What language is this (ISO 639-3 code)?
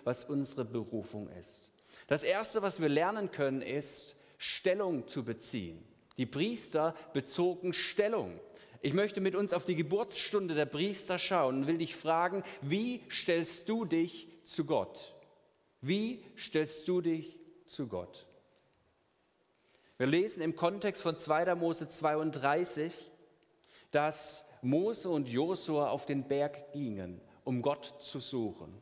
deu